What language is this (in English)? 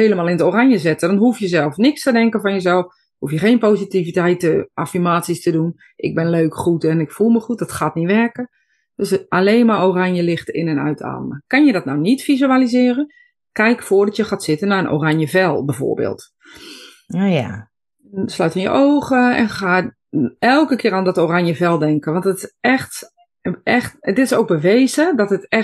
Dutch